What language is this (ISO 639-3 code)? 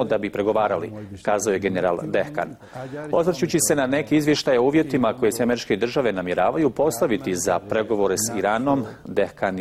bos